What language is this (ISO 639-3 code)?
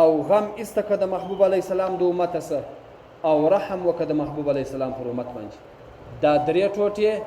pus